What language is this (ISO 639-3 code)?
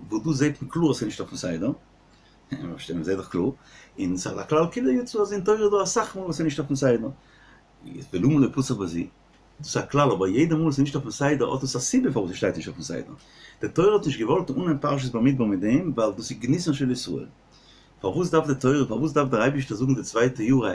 yid